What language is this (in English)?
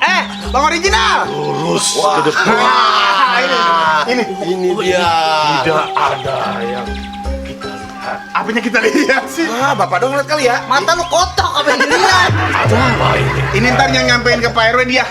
Betawi